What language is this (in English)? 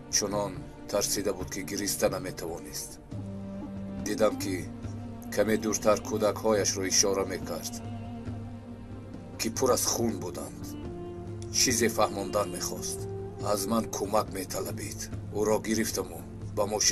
Tajik